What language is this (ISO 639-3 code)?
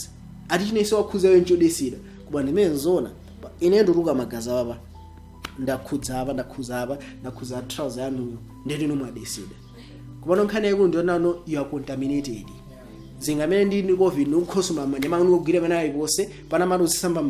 nya